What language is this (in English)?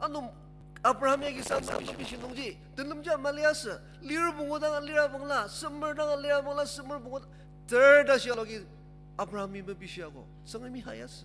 Ao Naga